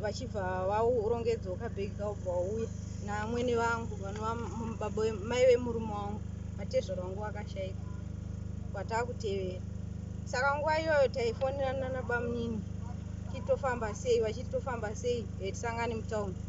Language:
Shona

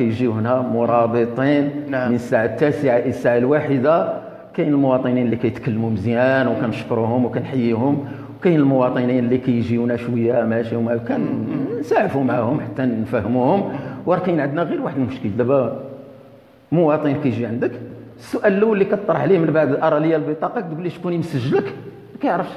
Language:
Moroccan Arabic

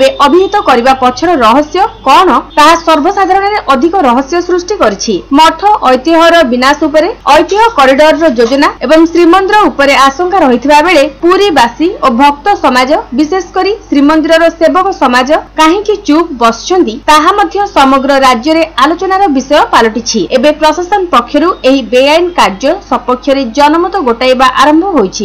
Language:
Odia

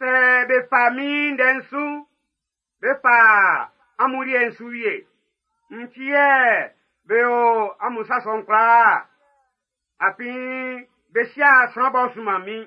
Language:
Baoulé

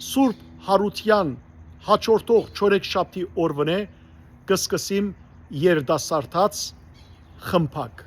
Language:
Western Armenian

